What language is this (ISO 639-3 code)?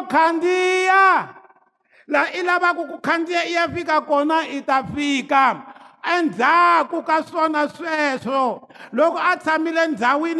tso